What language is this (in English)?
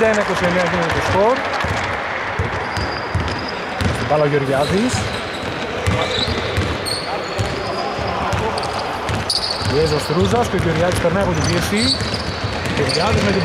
Greek